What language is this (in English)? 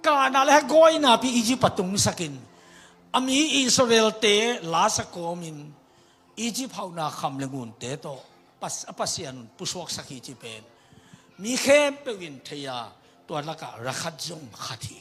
Tedim Chin